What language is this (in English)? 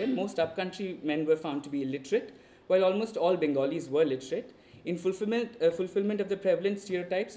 English